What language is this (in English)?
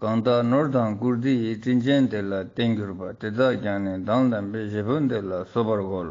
Ladakhi